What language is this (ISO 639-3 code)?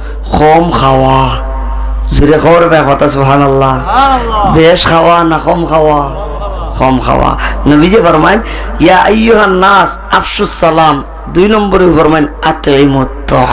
syl